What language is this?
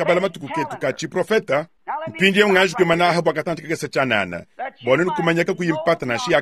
Luba-Lulua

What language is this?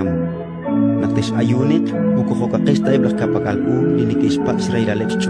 Kekchí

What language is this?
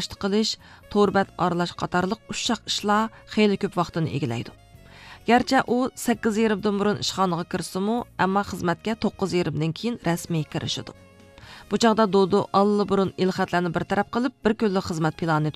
Uyghur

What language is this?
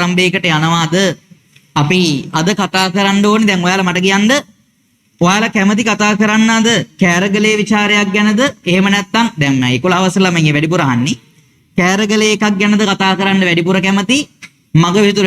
Sinhala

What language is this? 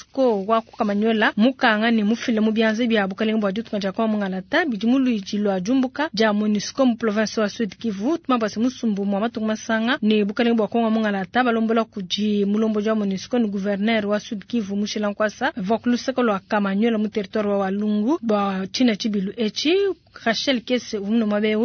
Luba-Lulua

